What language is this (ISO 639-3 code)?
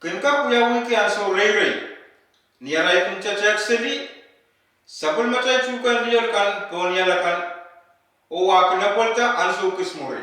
pon